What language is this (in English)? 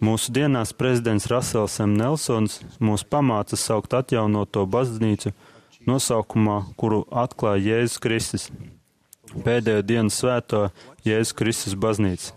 Latvian